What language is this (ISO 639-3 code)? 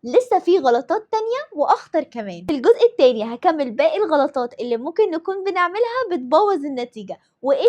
arz